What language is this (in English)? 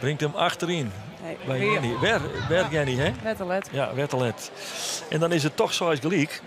Western Frisian